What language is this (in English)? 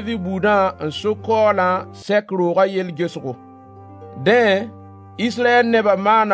Mossi